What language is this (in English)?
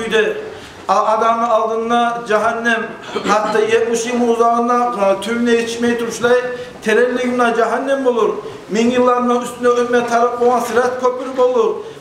Kumyk